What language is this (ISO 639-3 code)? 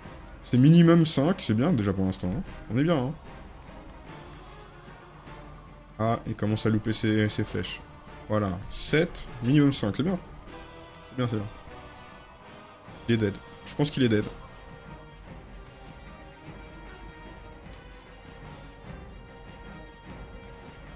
fra